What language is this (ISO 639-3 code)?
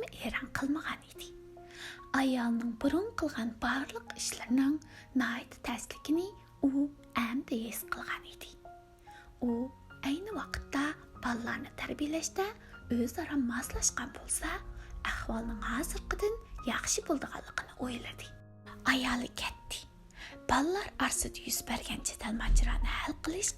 uig